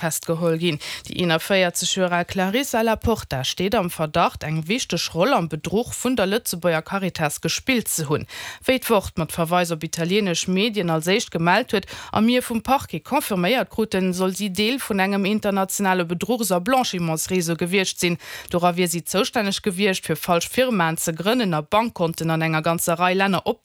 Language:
Luxembourgish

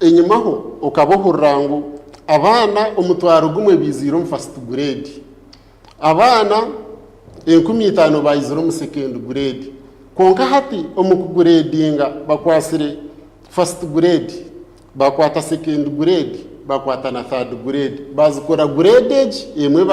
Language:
Nyankole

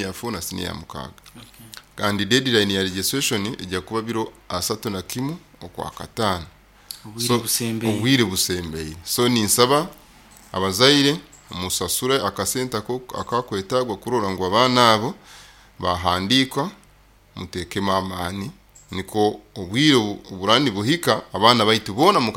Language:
Nyoro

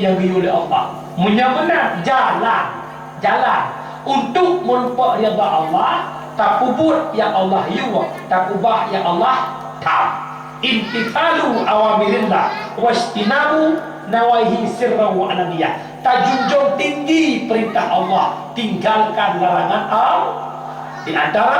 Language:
Achinese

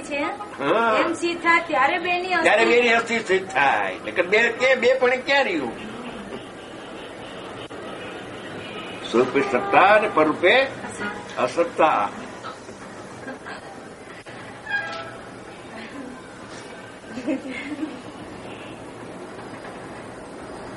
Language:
Gujarati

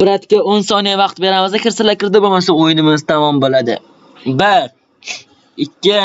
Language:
Uzbek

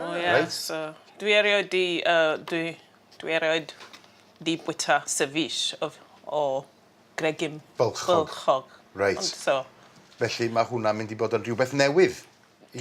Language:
Welsh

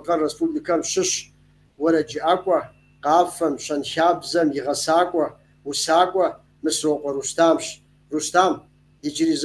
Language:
Kabardian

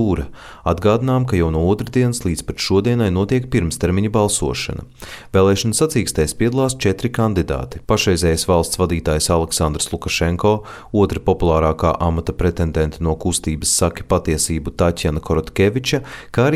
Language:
Latvian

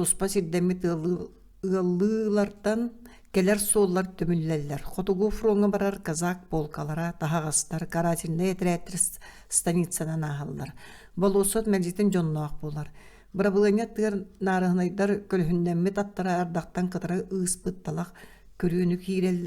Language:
Yakut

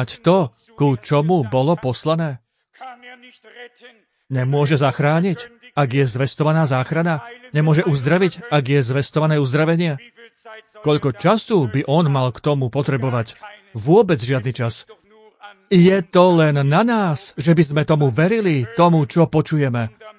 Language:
Slovak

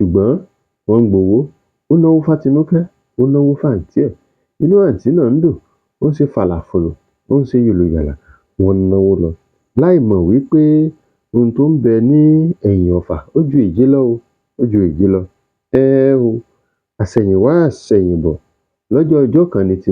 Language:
Yoruba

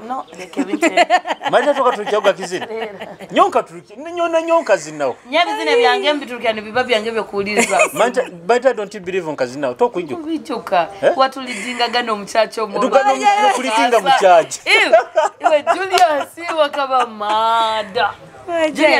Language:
Nyoro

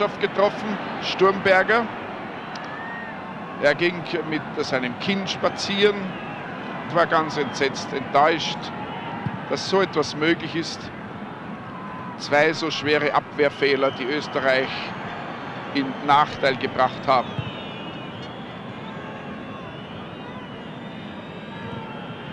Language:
German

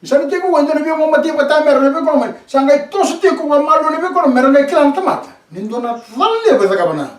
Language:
Fijian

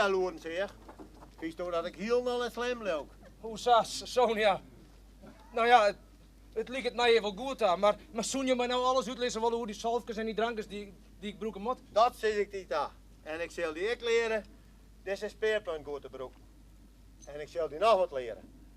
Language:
Western Frisian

